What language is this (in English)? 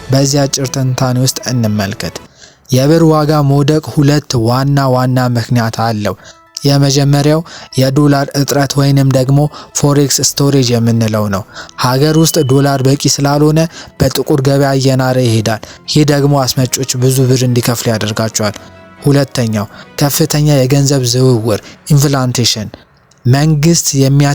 Amharic